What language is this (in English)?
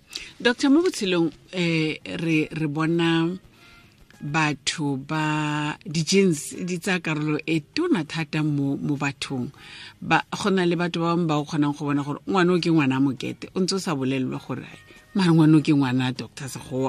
Tswana